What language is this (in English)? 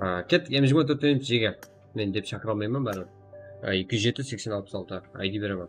Kara-Kalpak